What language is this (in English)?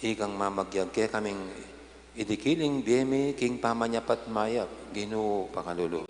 Pampanga